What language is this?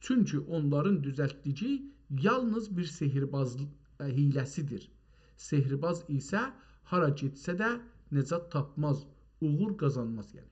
South Azerbaijani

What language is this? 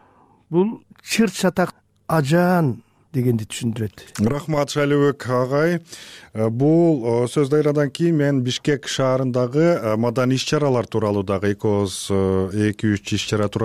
Kyrgyz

